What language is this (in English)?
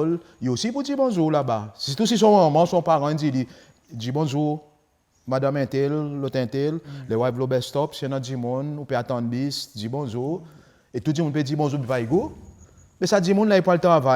Seselwa Creole French